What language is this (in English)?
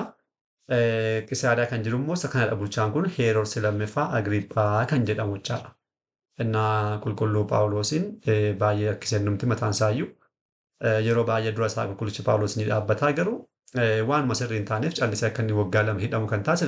Oromo